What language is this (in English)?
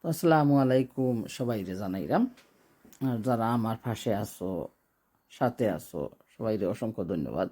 Sylheti